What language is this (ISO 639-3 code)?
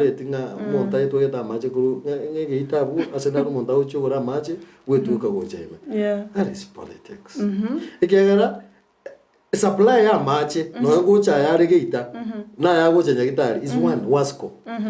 guz